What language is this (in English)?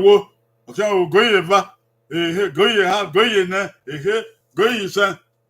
Bini